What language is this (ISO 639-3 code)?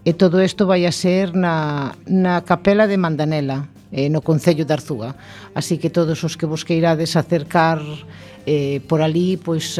glg